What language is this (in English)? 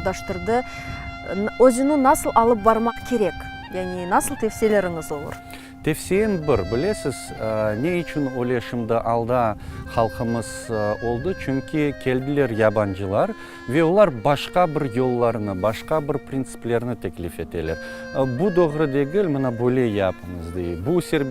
Crimean Tatar